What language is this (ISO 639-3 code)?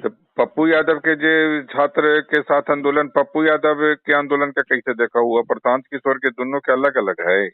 mag